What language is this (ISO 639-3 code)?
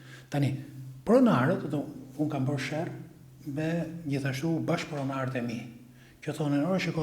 sqi